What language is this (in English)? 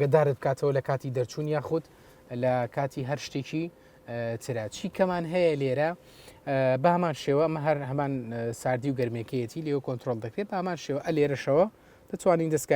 Central Kurdish